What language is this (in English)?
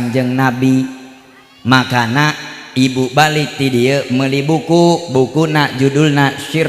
Sundanese